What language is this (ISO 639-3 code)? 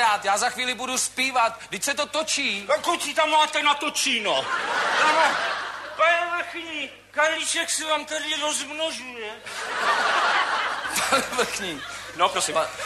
ces